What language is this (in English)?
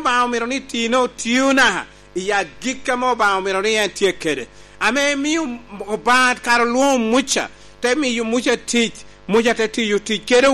Lango (Uganda)